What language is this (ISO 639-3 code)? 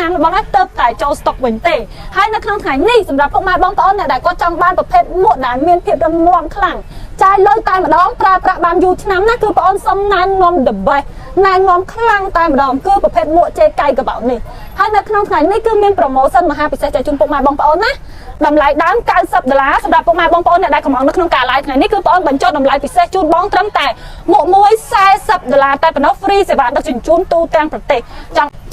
khm